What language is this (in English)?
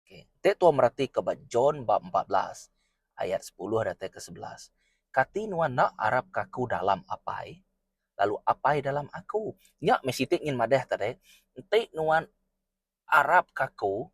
Iban